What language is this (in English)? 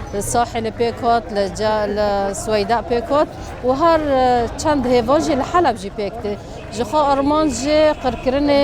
Kurdish